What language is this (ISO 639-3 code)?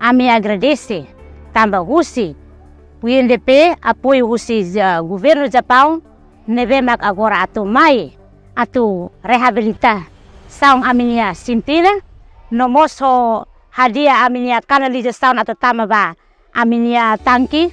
tet